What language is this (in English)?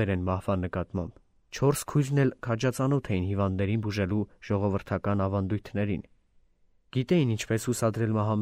Armenian